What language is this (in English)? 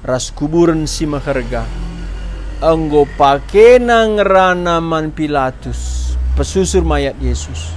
Batak Karo